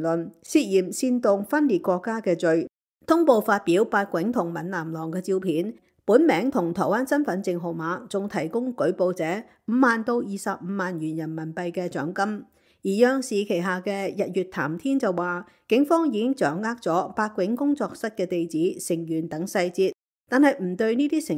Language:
Cantonese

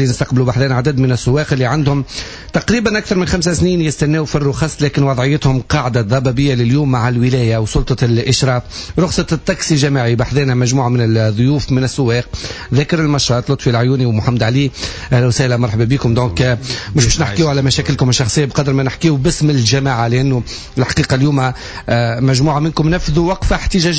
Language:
Tunisian Arabic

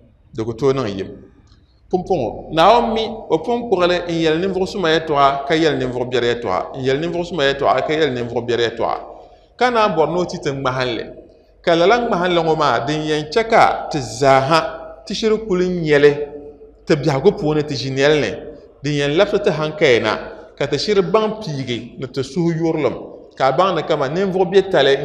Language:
Dagbani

